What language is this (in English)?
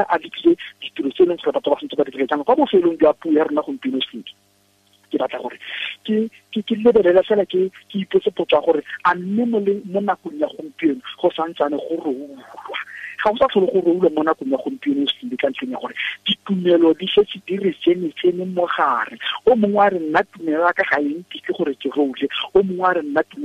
Tswana